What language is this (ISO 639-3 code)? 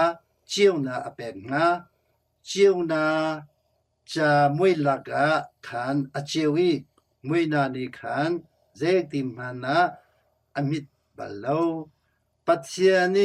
cnh